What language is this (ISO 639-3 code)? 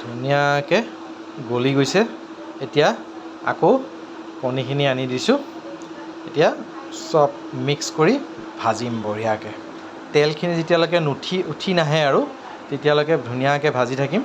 asm